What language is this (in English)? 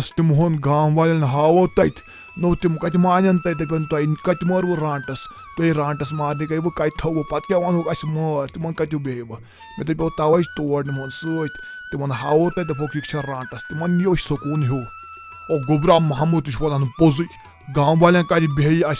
Kashmiri